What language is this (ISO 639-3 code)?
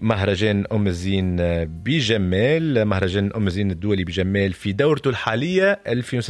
aeb